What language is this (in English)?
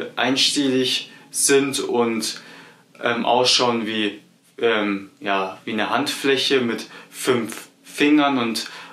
German